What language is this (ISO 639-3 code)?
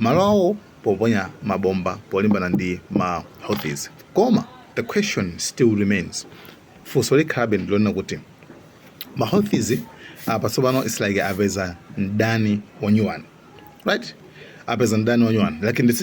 nya